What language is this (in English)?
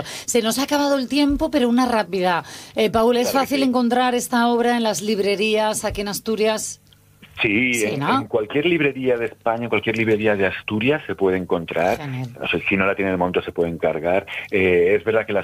Spanish